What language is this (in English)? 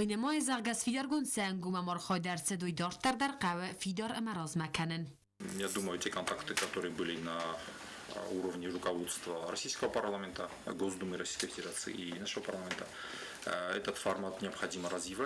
Ossetic